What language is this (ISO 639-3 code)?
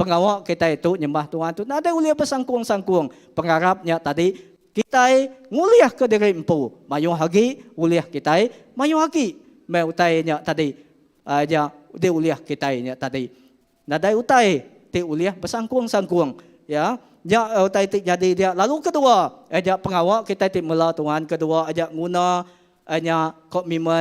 iba